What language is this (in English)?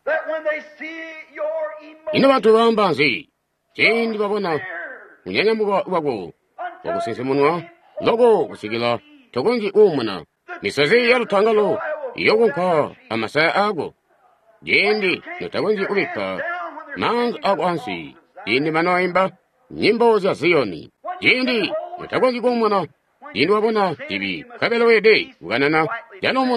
Tonga (Zambia)